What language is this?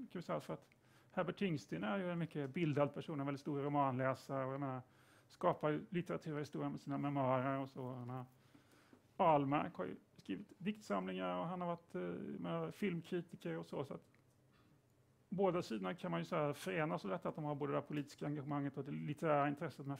Swedish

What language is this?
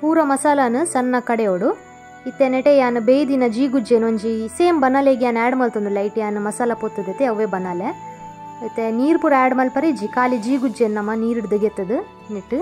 Tulu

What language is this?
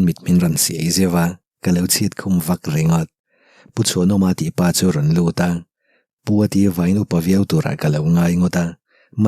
Mizo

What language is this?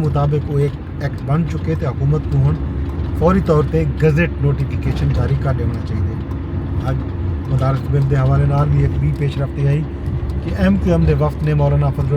Saraiki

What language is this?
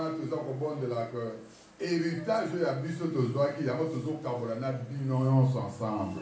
Lingala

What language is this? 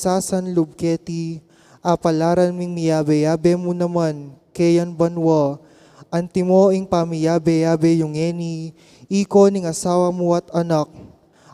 Pampanga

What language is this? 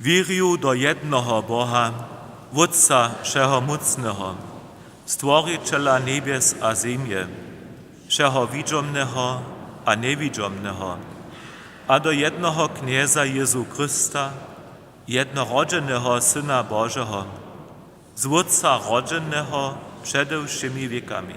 Upper Sorbian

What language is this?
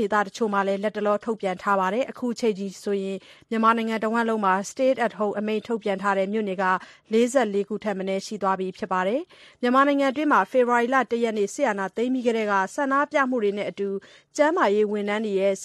Burmese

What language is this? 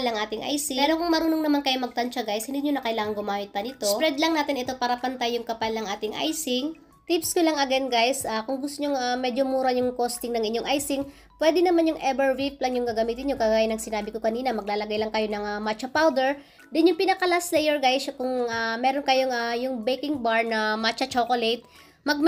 Filipino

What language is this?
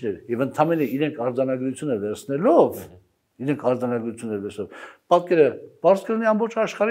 Armenian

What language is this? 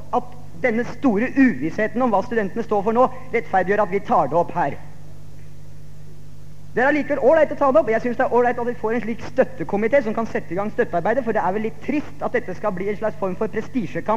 Norwegian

